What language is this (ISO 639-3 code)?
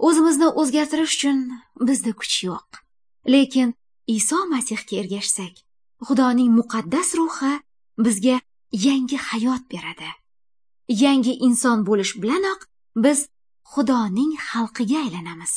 uig